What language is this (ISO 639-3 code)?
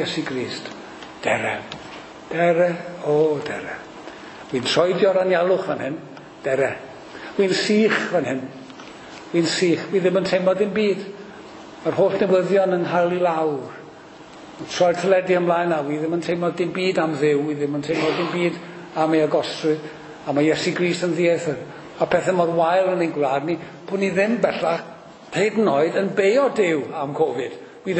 cym